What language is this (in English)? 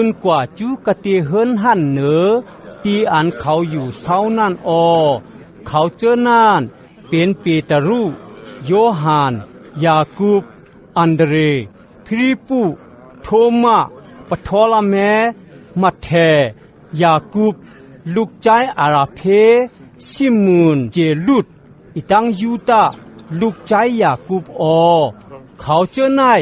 Shan